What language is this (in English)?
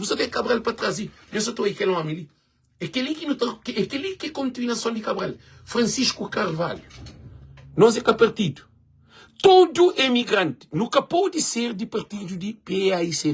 Kabuverdianu